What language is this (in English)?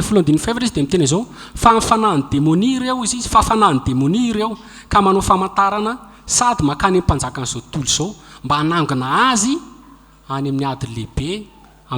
Malagasy